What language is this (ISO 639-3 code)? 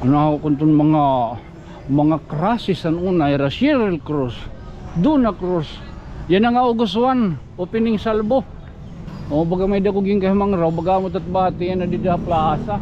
war